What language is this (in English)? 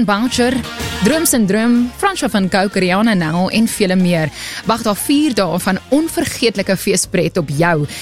Afrikaans